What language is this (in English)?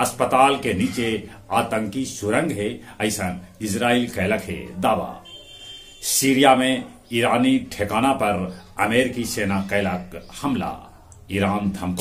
Magahi